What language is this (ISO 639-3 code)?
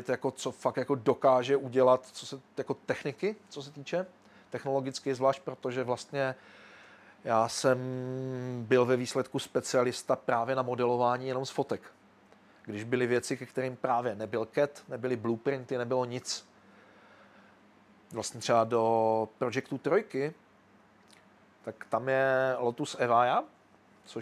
ces